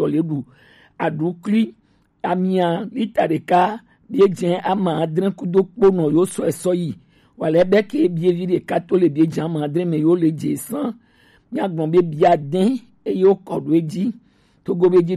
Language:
Gen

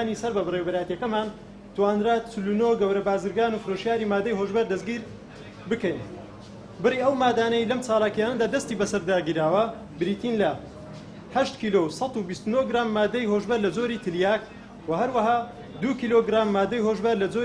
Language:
Central Kurdish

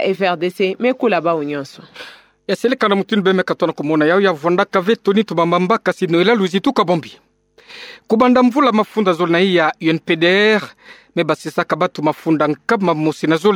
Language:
Kituba (Democratic Republic of Congo)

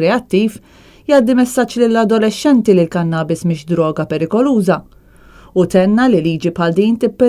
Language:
Maltese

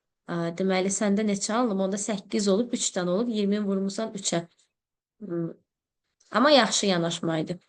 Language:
Azerbaijani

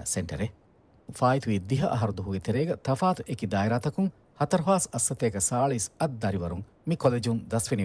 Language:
Divehi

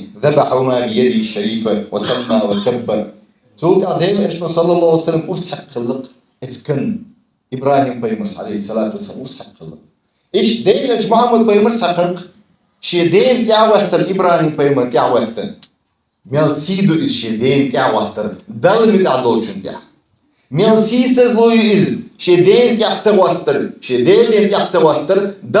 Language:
Chechen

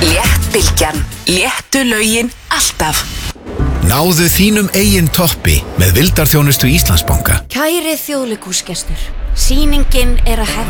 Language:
Icelandic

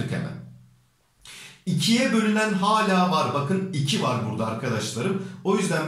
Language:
Turkish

